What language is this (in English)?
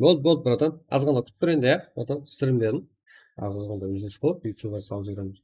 Kara-Kalpak